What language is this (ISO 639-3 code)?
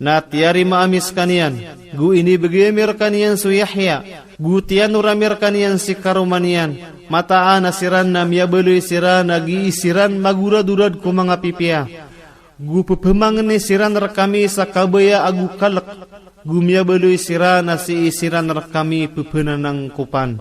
mrw